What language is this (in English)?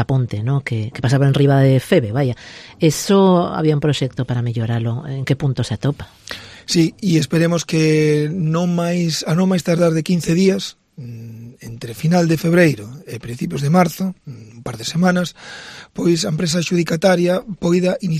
Galician